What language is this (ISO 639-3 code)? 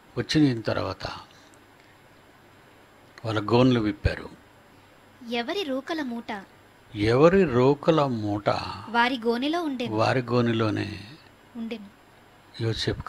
tel